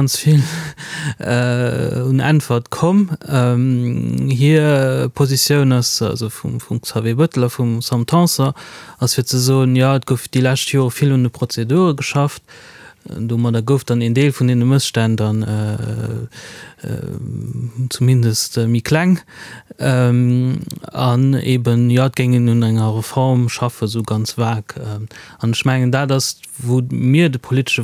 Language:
Luxembourgish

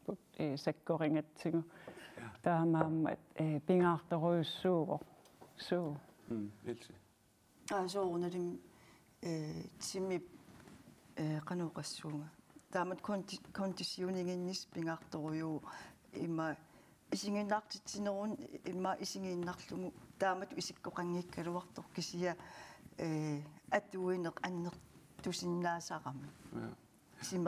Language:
Kalaallisut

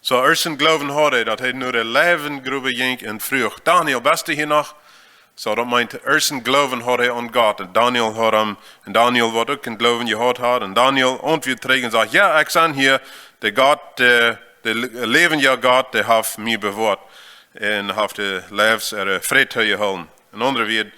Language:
Plautdietsch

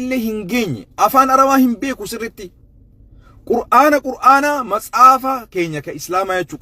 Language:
Oromo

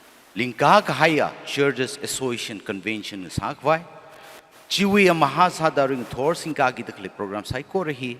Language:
Tangkhul Naga (India)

